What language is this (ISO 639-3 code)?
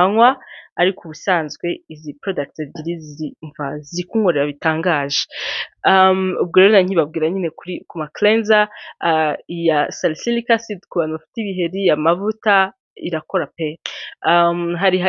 kin